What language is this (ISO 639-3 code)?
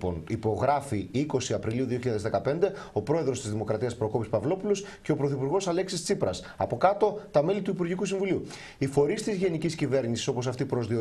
ell